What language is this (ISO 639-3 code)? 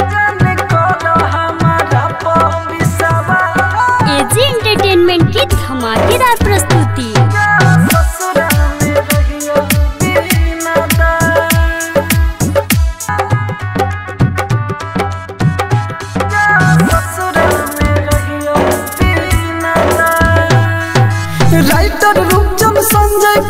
bho